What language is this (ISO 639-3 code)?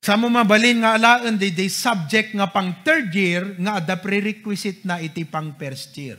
ilo